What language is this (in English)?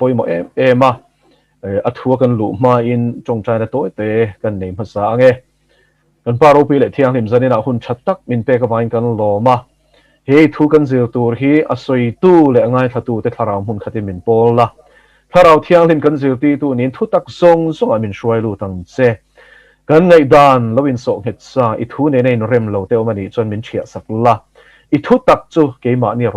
Mizo